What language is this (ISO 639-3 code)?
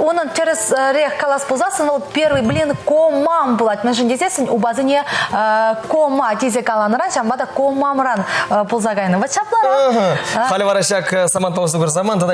chv